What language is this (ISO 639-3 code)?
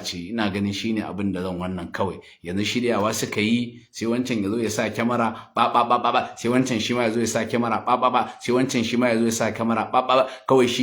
hau